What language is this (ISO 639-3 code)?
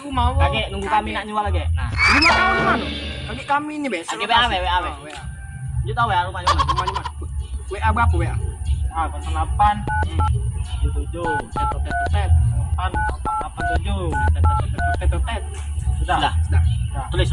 mui